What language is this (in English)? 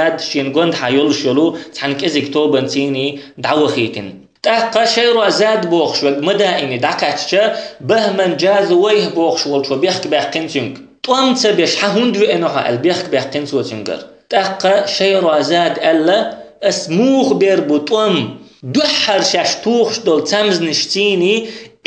Chechen